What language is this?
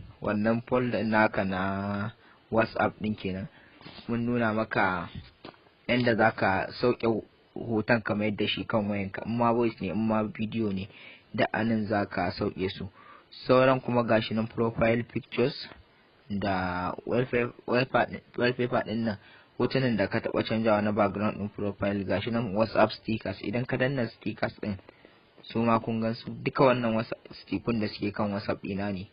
Hausa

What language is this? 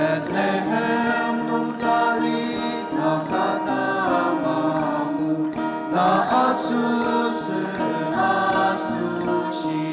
Ao Naga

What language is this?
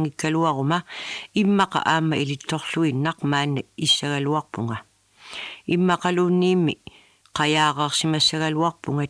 Kalaallisut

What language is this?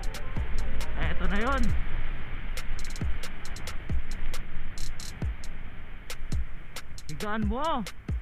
Filipino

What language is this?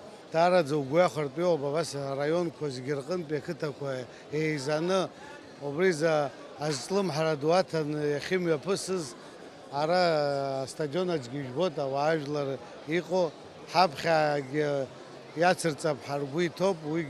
Abkhazian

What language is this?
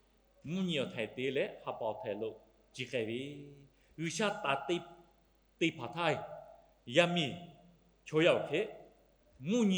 Lahu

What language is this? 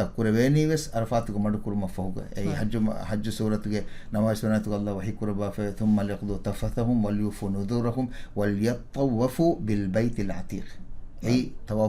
Divehi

